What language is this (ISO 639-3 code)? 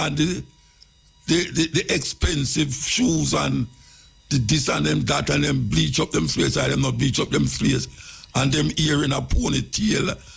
jam